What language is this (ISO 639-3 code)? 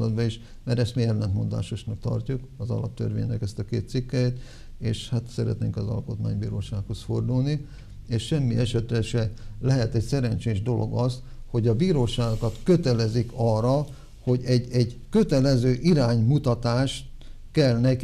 hun